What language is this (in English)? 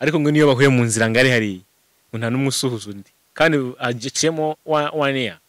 Kinyarwanda